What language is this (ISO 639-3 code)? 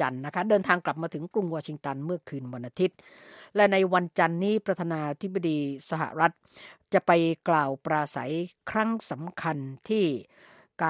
tha